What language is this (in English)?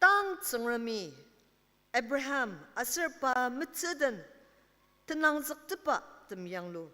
Ao Naga